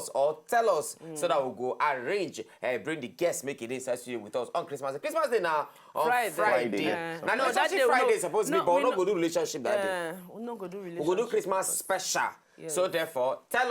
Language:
Nigerian Pidgin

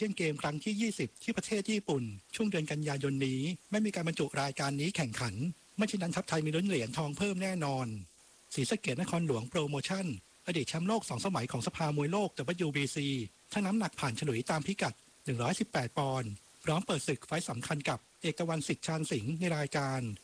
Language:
Thai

